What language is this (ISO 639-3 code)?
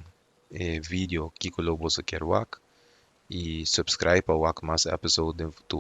pap